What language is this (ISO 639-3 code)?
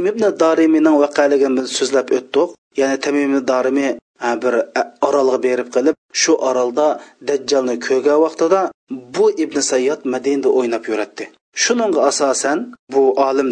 uig